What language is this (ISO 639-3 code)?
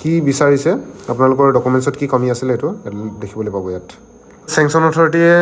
asm